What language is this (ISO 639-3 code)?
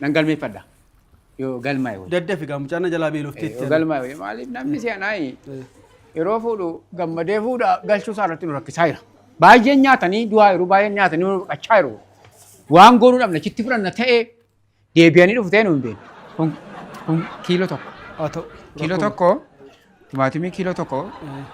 orm